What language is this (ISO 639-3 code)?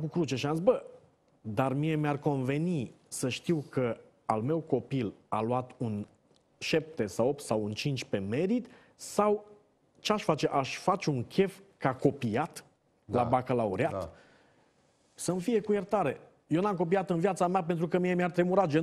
ron